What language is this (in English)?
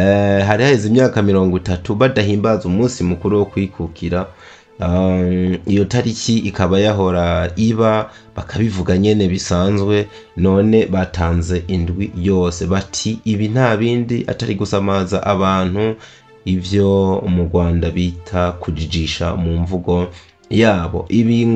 Rundi